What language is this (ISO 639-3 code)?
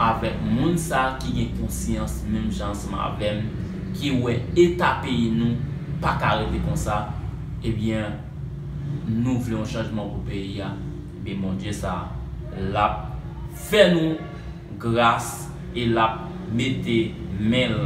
hat